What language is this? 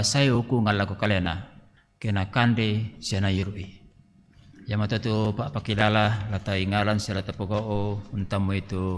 Toraja-Sa'dan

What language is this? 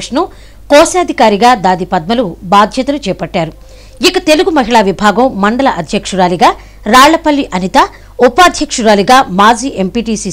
Telugu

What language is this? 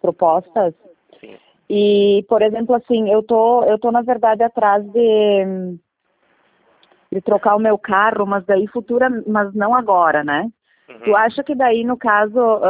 Portuguese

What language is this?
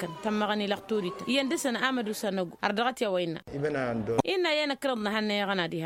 Tamasheq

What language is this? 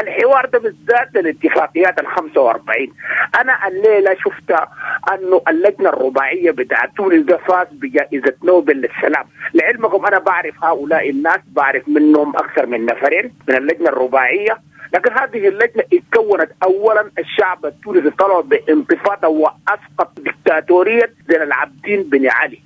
Sudanese Arabic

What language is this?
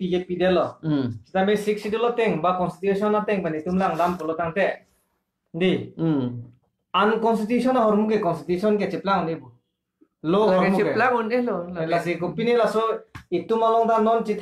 Karbi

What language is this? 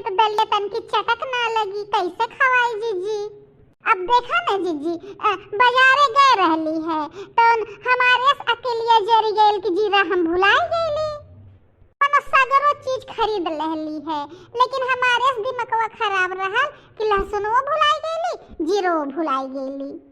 Bhojpuri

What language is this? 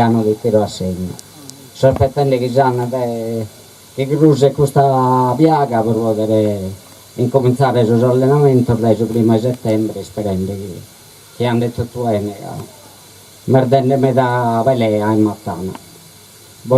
Sardinian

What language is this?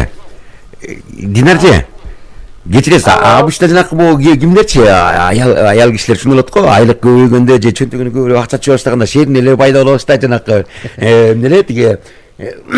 Kyrgyz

